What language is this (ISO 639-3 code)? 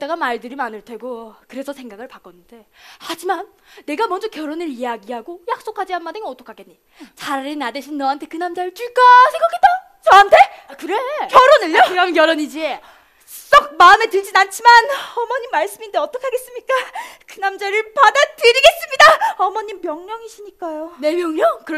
kor